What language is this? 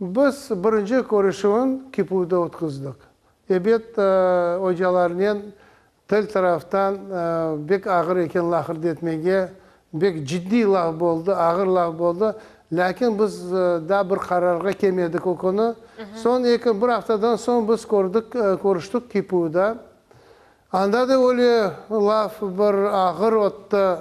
Crimean Tatar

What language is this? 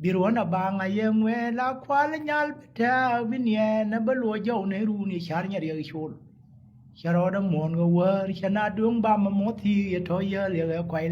Nuer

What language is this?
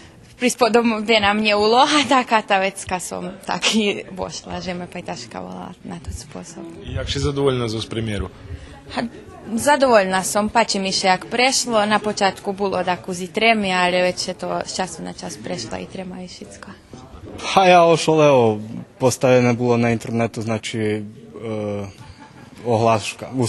Rusyn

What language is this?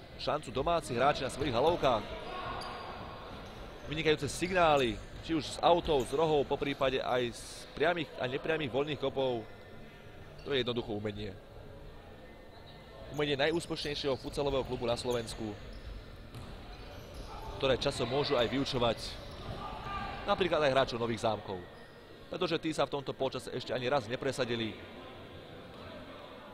Slovak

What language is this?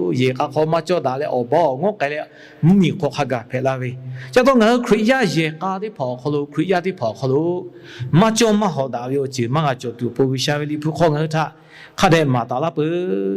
Lahu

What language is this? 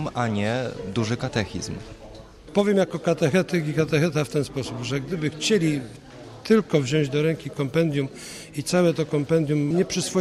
Polish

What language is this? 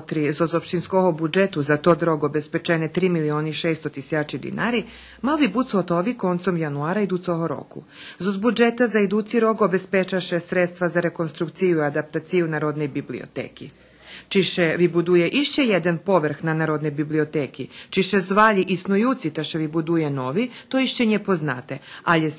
Rusyn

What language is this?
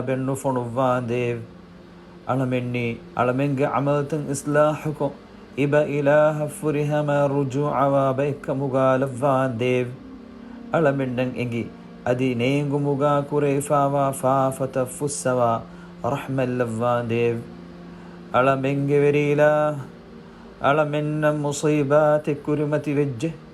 Divehi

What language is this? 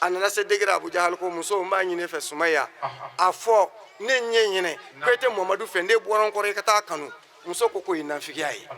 Bambara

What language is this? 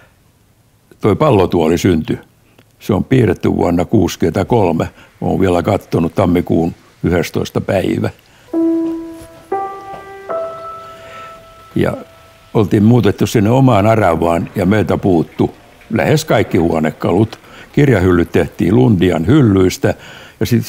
Finnish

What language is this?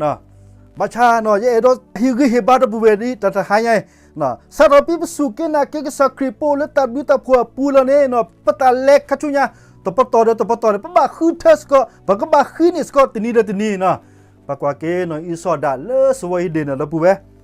S'gaw Karen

